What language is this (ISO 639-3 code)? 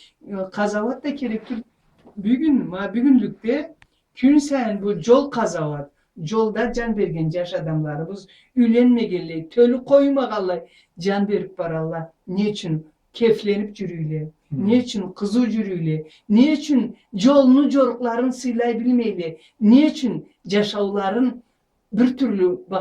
krc